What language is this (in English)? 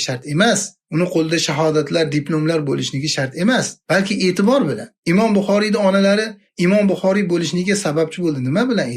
Uzbek